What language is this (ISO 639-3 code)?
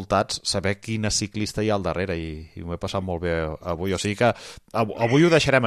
cat